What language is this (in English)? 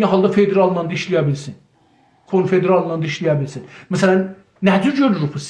South Azerbaijani